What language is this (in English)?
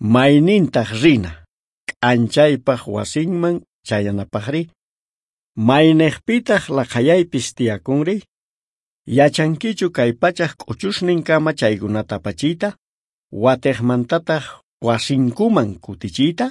South Bolivian Quechua